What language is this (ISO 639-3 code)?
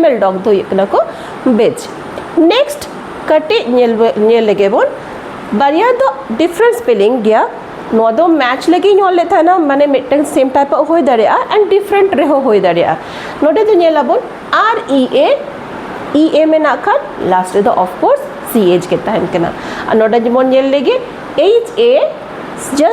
sat